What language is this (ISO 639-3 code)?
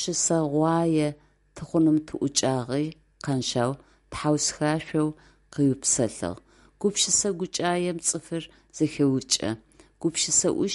ady